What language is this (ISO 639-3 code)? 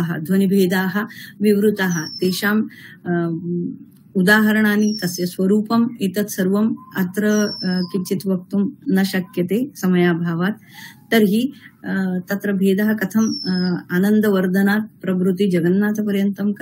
san